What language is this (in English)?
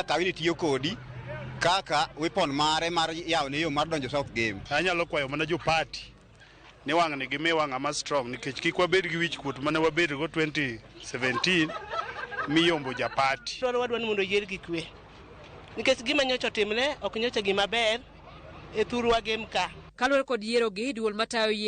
Luo (Kenya and Tanzania)